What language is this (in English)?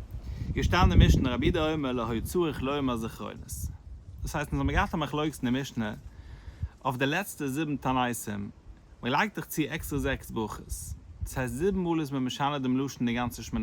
Yiddish